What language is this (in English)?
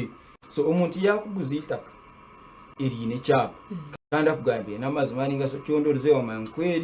Nyankole